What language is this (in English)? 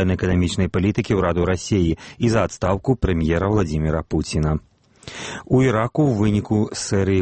Belarusian